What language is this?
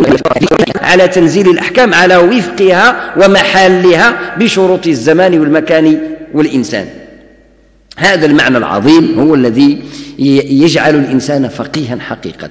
Arabic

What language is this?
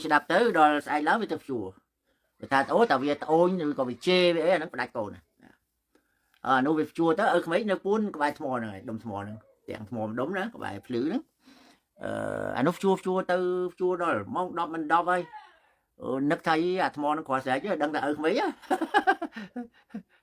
Khmer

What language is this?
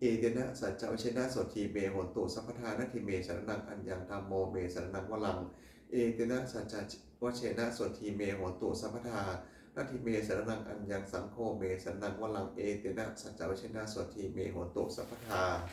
Pali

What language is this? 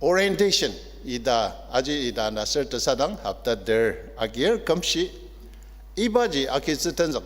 Ao Naga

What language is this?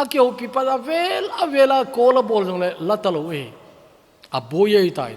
Thado Chin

